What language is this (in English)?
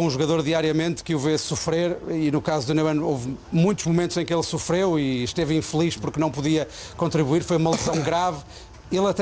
Portuguese